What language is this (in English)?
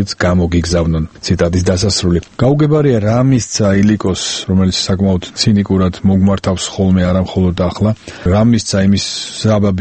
Georgian